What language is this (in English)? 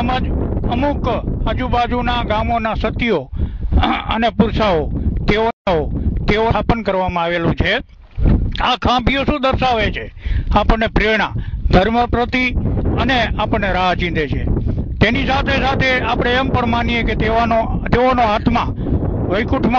Gujarati